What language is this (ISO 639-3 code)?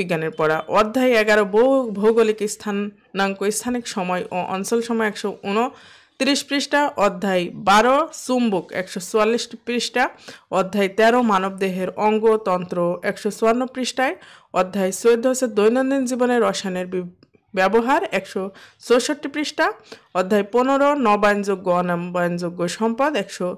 ben